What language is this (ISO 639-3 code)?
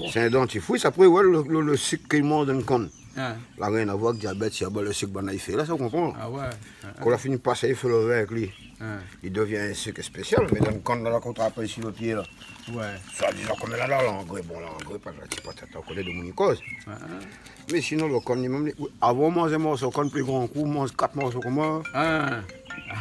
rcf